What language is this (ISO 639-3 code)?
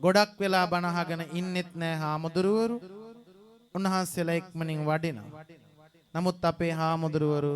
sin